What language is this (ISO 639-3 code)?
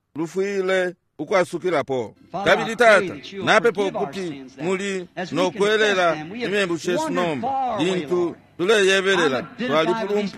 bem